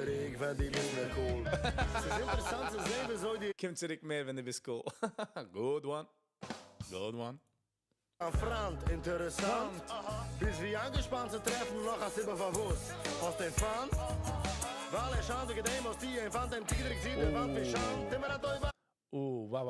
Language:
Yiddish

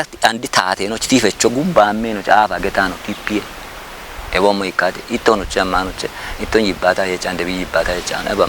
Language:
Kafa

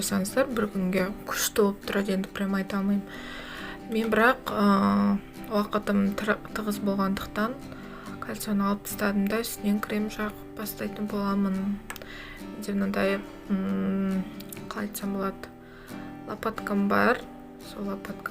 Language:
Kazakh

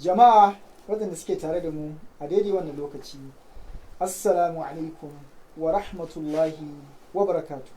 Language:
Hausa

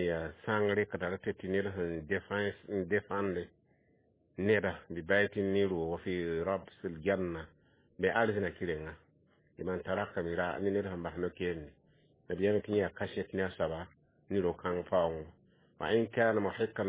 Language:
Mossi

